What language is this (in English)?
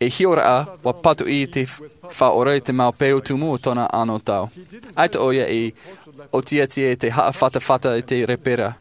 Tahitian